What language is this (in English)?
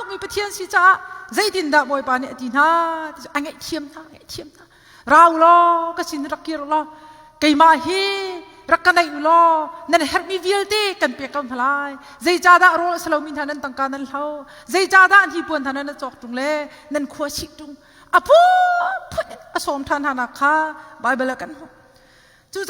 Hakha Chin